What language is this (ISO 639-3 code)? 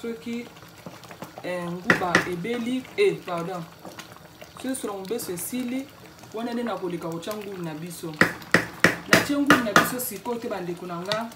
lin